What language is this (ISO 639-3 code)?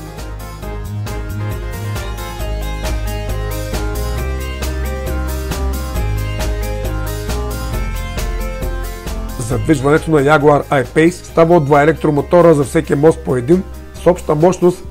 bul